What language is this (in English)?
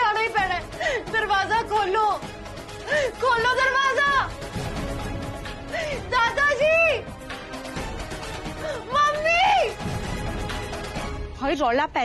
Punjabi